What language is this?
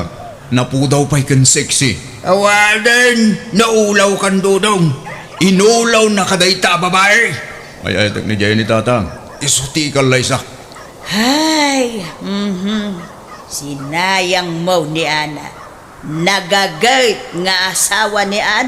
Iloko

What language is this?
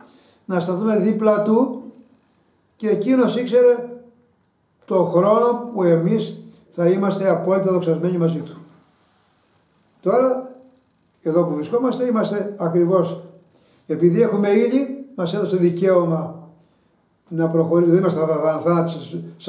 Greek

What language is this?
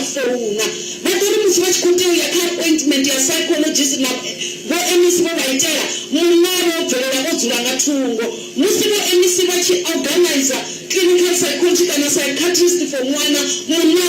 Venda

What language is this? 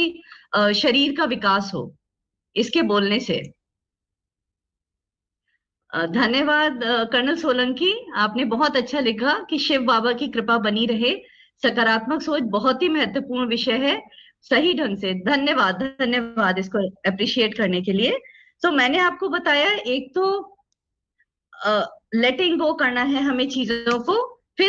Hindi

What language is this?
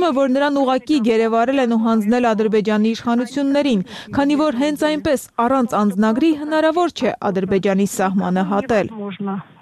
Armenian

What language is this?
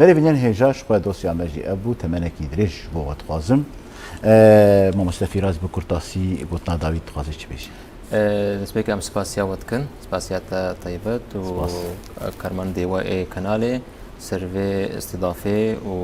Kurdish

